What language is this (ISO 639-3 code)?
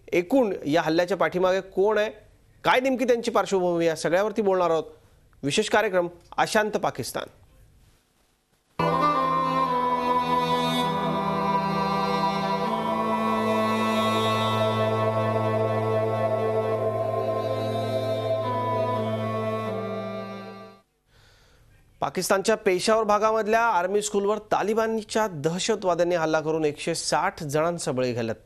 mar